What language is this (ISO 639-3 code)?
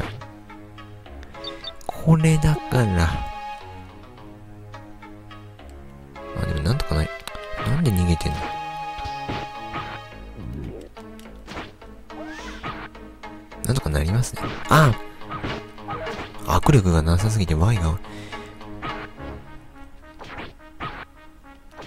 jpn